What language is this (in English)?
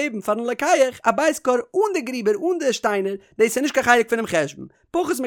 Yiddish